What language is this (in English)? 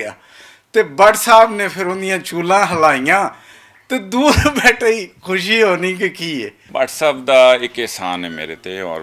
Western Panjabi